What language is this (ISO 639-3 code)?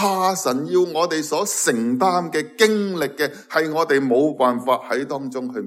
yue